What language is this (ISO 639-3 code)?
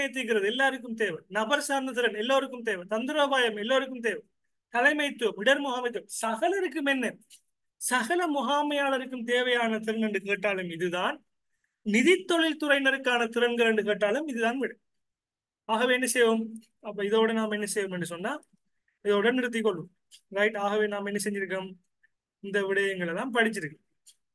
tam